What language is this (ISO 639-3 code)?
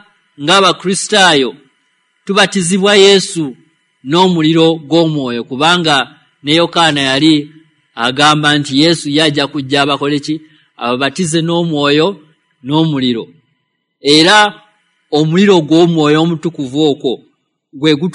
lug